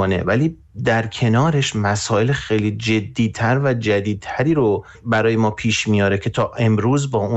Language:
Persian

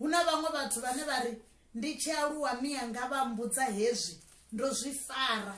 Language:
Venda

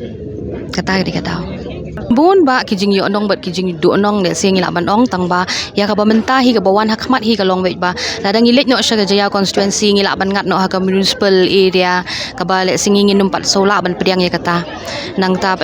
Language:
Khasi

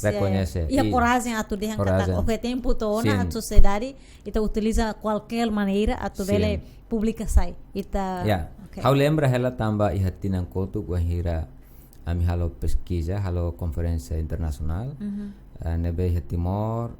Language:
Tetum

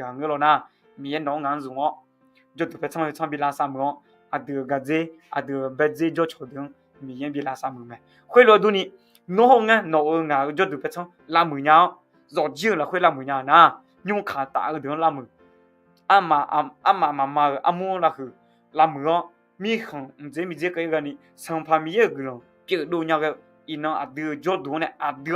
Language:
Akha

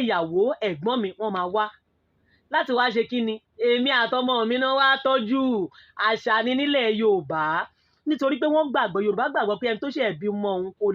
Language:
Yoruba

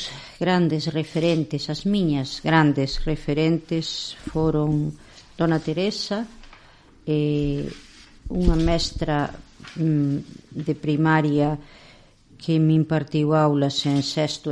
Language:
Galician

